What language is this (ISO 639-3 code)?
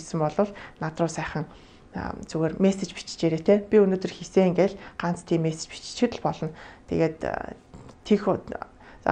mon